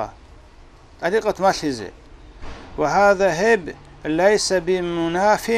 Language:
Avaric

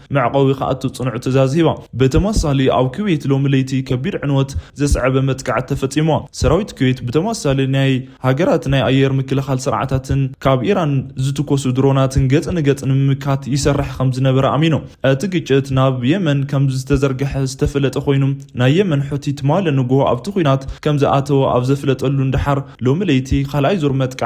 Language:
Tigrinya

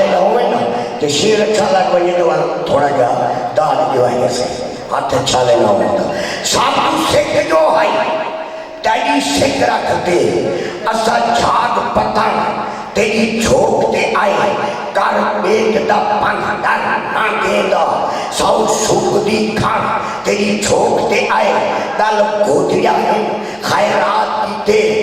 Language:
Saraiki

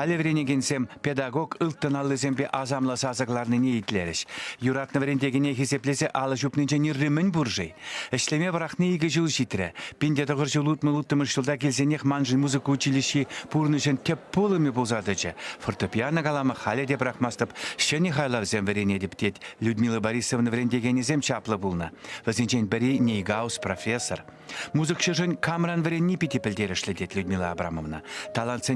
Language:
Chuvash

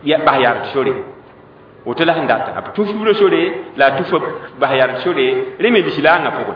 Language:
Mossi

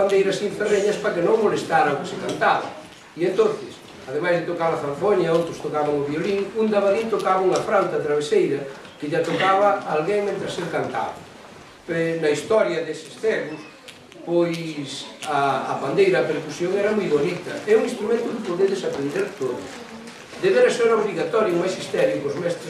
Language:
Galician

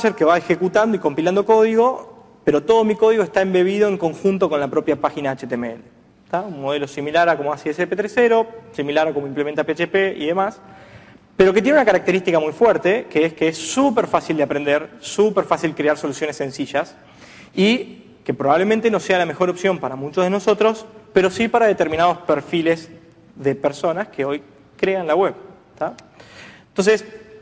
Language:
Spanish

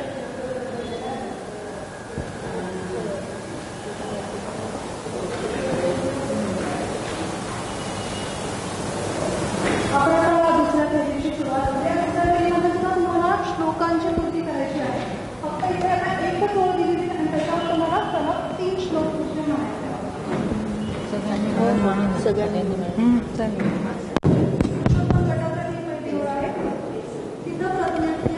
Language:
Marathi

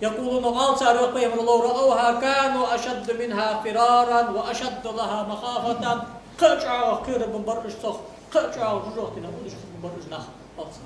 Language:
Ingush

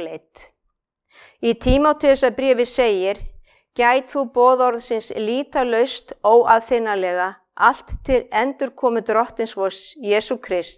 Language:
Icelandic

